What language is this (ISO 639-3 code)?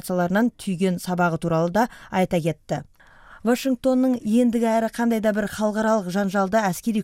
kaz